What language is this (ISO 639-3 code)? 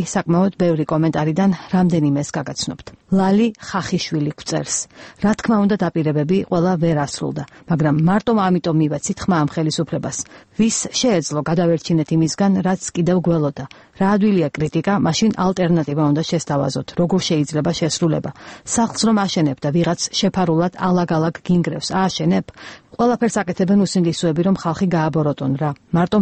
kat